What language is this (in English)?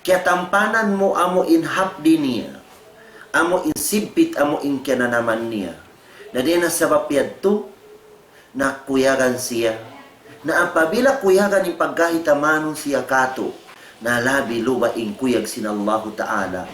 Tausug